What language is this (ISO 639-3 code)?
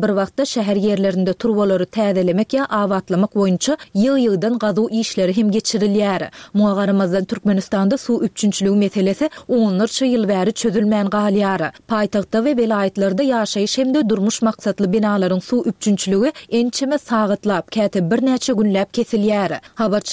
tuk